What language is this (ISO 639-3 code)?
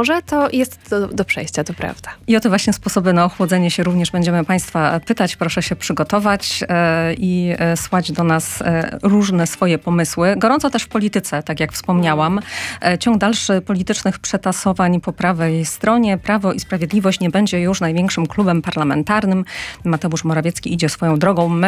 pol